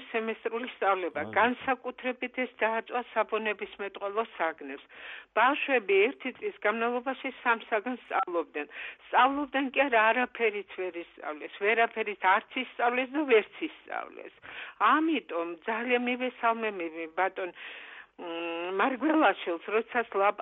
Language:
Georgian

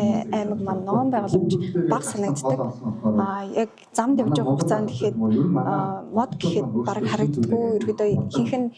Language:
Mongolian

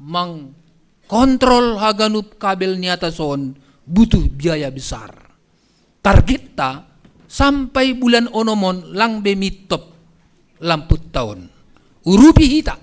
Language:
Batak Simalungun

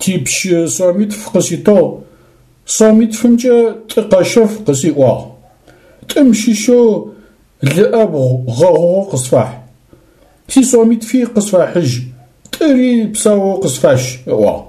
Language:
Adyghe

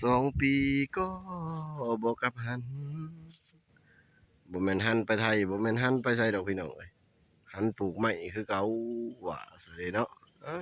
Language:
Lao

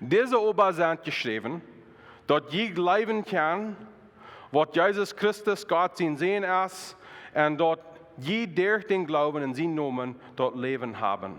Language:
Plautdietsch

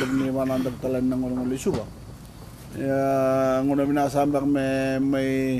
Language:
Fijian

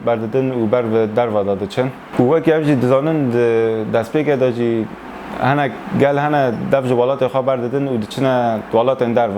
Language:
Kurdish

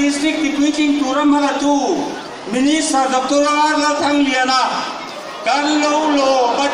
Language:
Mizo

